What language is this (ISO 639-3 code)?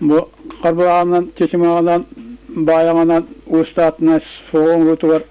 sah